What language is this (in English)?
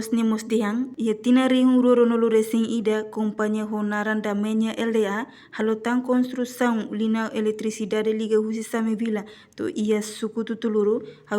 Tetum